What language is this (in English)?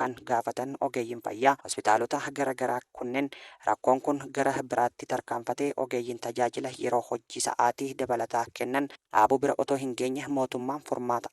Oromo